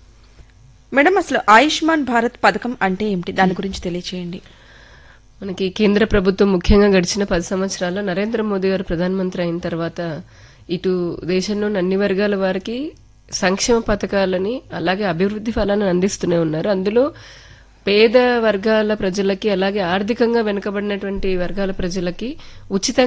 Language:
Telugu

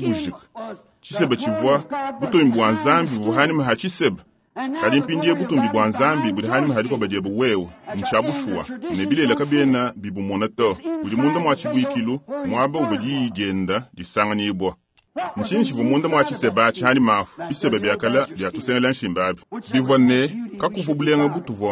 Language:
Luba-Lulua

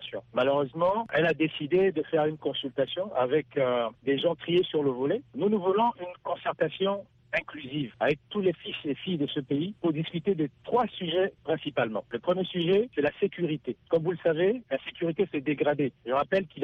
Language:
French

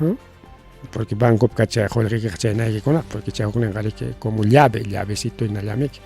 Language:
Ayacucho Quechua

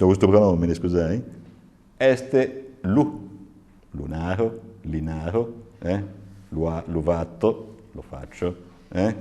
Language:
Sardinian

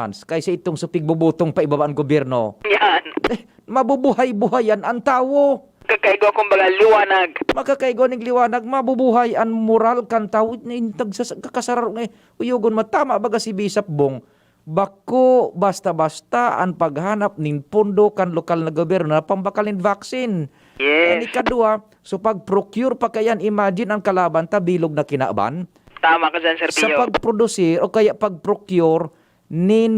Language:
Bikol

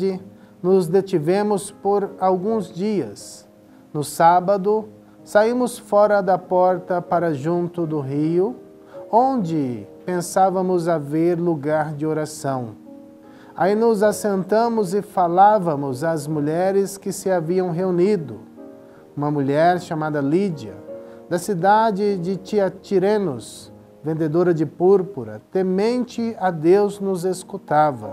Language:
Portuguese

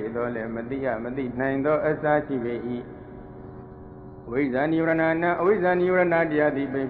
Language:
Burmese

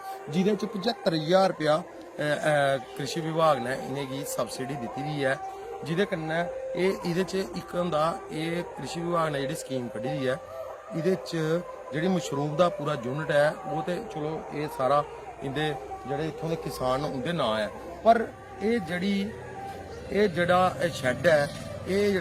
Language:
Dogri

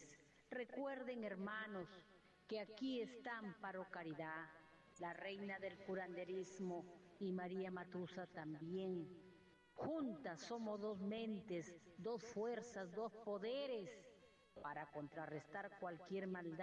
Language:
Spanish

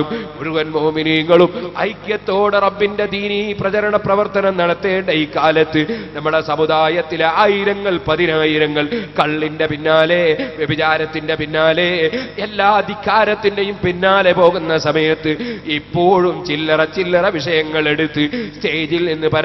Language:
Malayalam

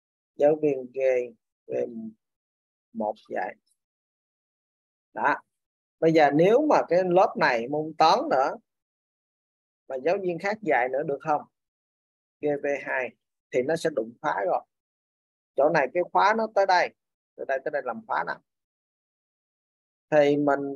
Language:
Vietnamese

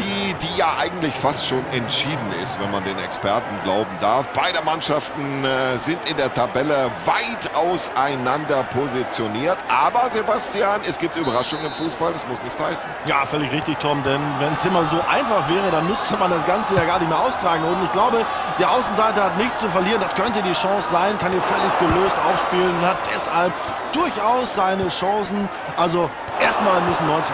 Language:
Bavarian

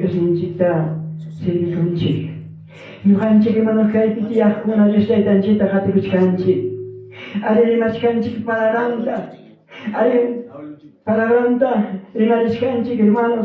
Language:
Ayacucho Quechua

